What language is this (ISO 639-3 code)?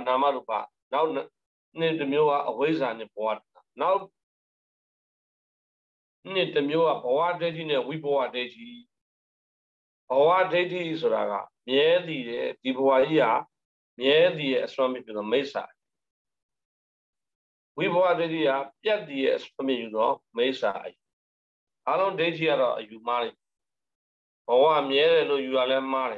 mya